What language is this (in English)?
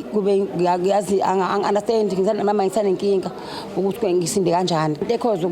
Zulu